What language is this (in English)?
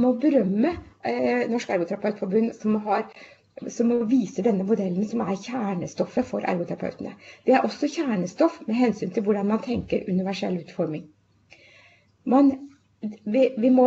Norwegian